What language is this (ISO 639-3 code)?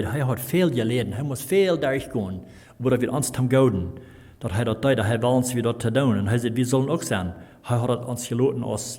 pdt